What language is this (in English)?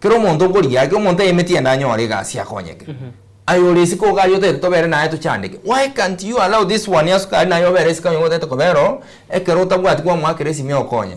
Gusii